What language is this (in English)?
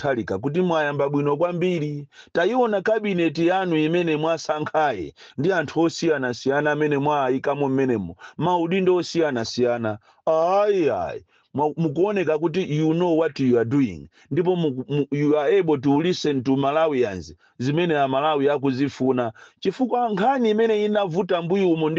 Nyanja